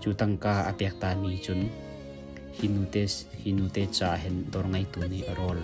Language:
Hakha Chin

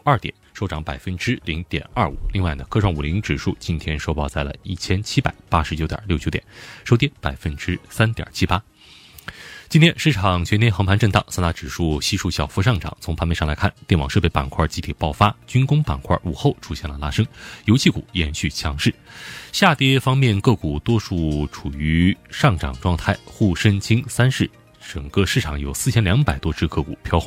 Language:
Chinese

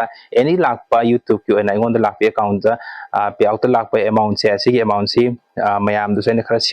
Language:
Manipuri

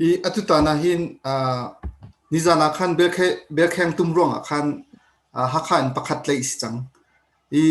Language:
Hakha Chin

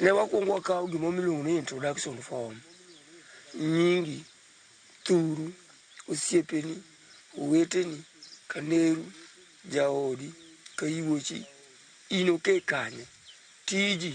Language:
Luo (Kenya and Tanzania)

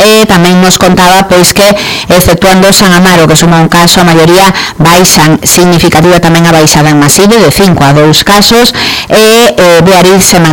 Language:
Galician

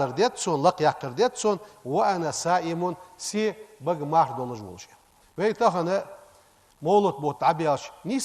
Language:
Ingush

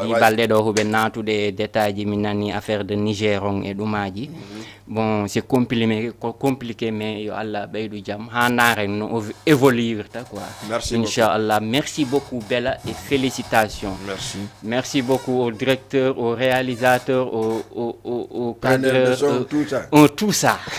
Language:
Fula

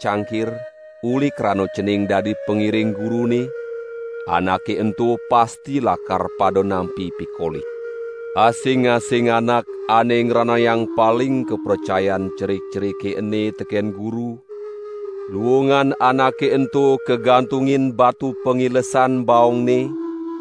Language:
Balinese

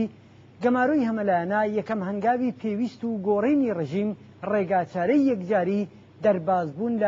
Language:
Central Kurdish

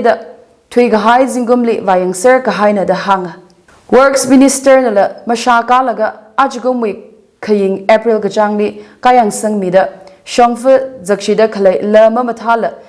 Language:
Tangkhul Naga (India)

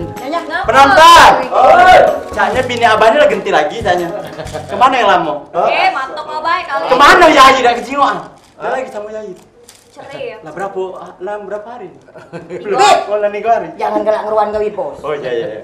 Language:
Musi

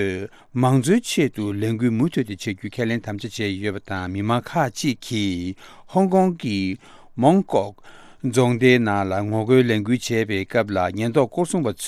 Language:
Tibetan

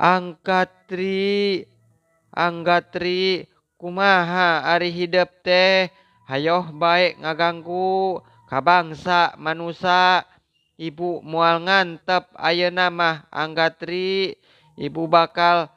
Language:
Sundanese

